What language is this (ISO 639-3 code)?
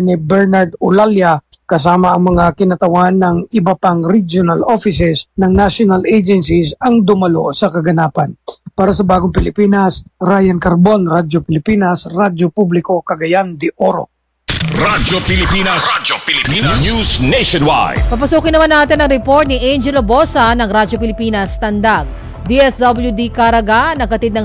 fil